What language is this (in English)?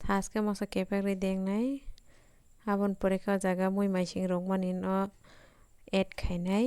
Kok Borok